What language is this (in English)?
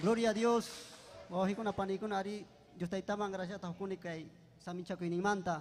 Ayacucho Quechua